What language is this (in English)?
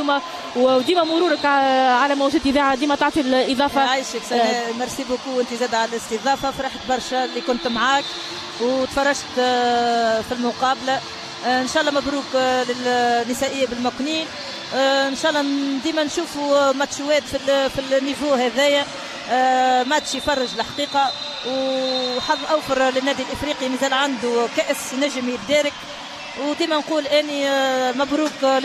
Tunisian Arabic